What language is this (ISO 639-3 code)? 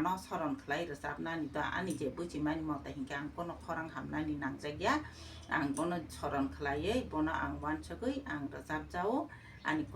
trp